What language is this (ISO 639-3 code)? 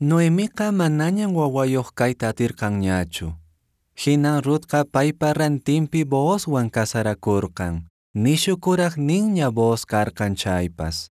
que